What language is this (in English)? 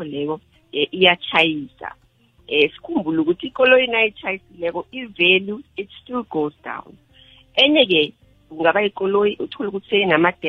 South Ndebele